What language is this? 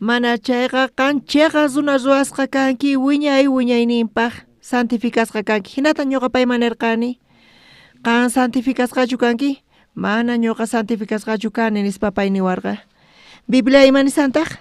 South Bolivian Quechua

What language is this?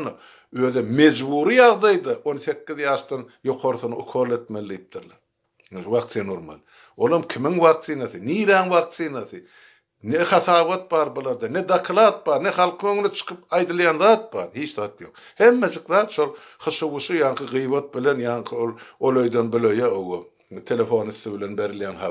Turkmen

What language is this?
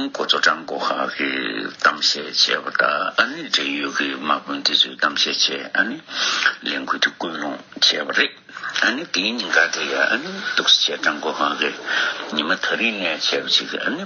Tibetan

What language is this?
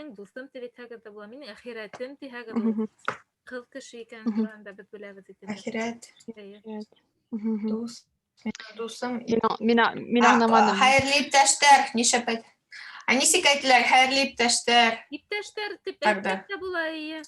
Bashkir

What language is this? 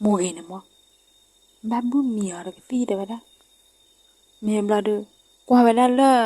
S'gaw Karen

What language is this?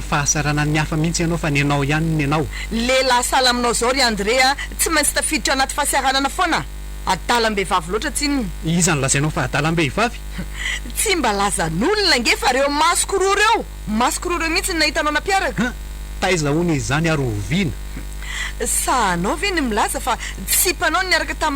Malagasy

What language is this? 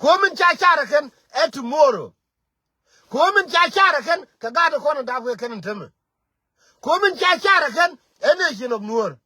Nuer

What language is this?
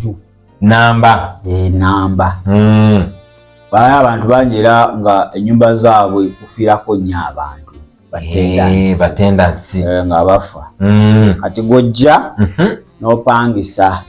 Ganda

